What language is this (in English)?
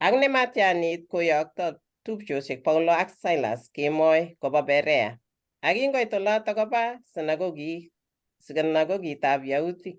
Kalenjin